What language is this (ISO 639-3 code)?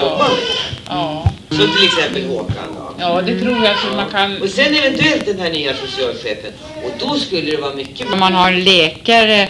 swe